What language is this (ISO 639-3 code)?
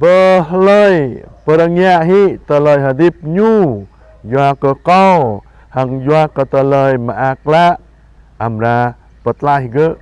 jra